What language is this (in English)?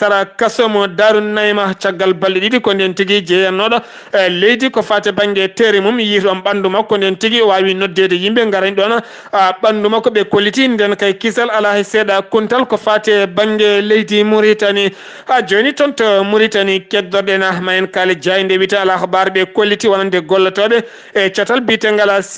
Fula